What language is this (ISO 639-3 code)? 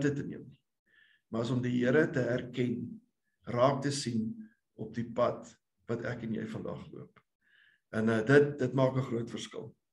afr